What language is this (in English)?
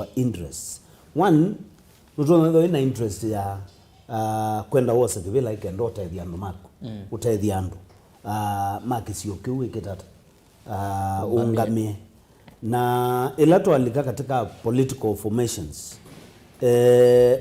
Kamba